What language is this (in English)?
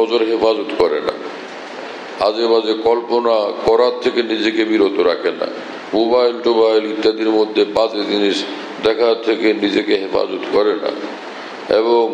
Bangla